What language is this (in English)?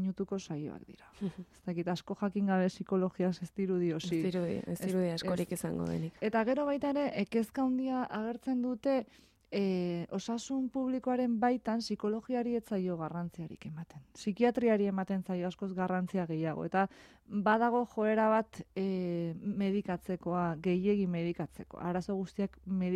Basque